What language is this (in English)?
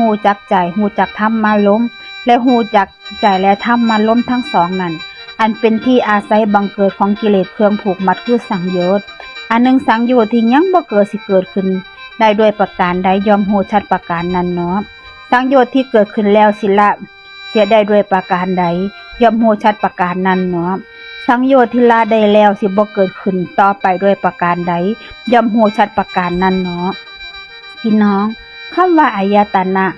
Northeastern Thai